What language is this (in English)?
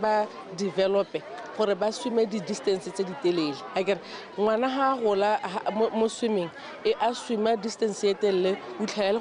Tswana